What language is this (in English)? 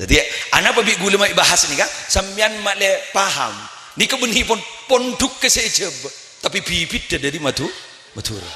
Madurese